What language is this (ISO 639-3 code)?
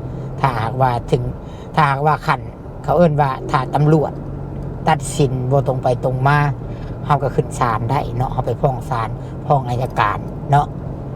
lao